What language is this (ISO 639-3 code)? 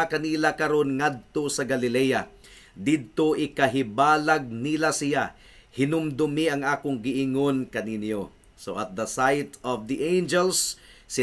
ceb